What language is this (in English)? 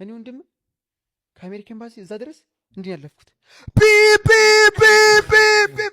Amharic